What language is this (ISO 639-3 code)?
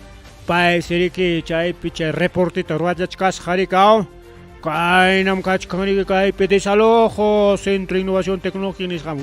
quy